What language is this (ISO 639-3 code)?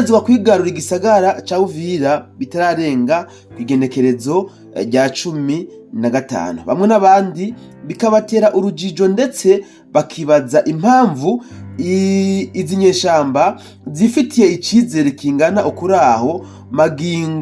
run